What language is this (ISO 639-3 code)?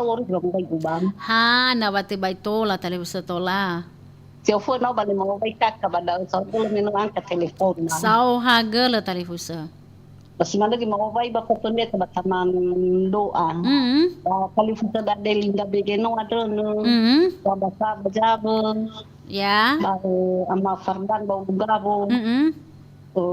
nia